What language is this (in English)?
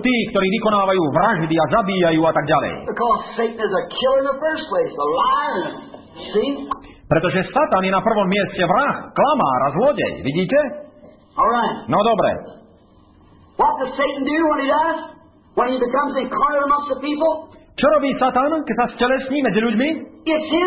Slovak